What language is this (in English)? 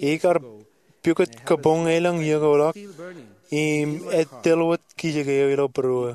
Marshallese